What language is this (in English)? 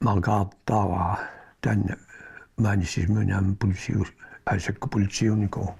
Kalaallisut